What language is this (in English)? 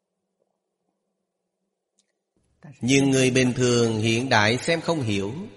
Vietnamese